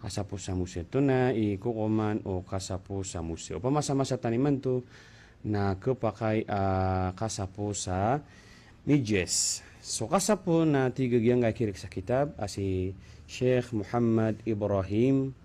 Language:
Maranao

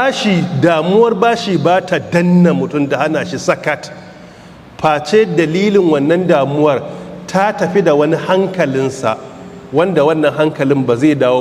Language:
Hausa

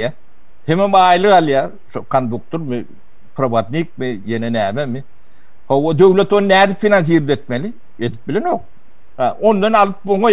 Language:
Turkmen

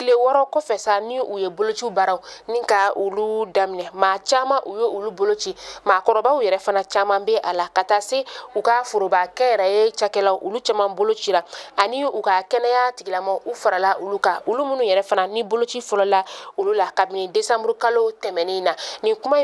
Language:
Bambara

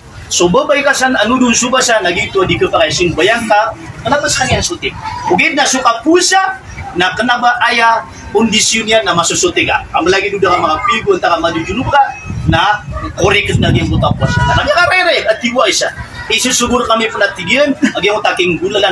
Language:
Maranao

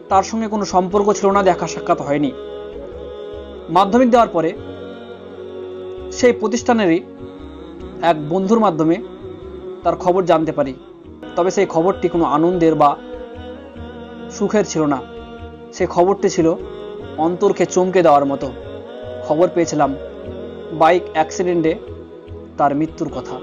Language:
Bangla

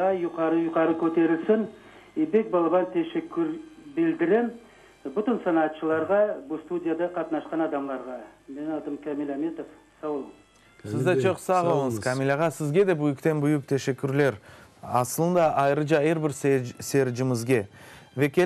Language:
Crimean Tatar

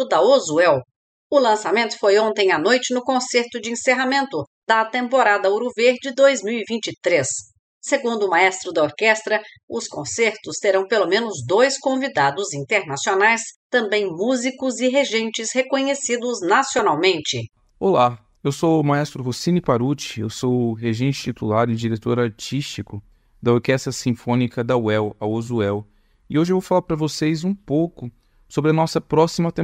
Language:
Portuguese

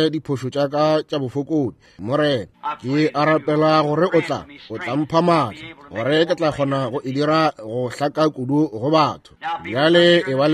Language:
Northern Sotho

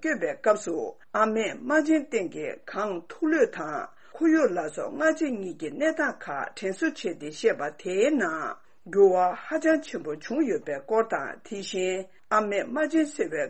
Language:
Tibetan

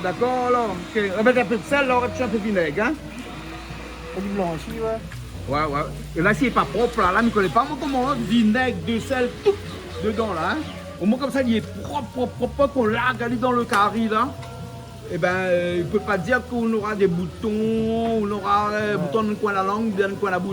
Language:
Réunion Creole French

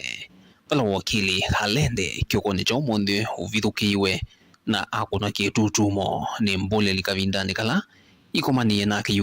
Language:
Kamba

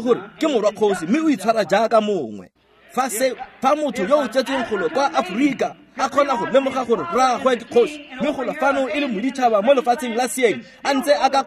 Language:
Tswana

